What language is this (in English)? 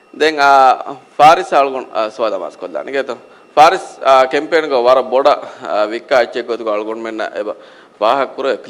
Divehi